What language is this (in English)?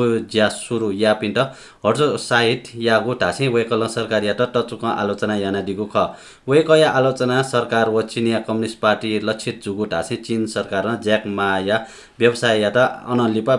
Newari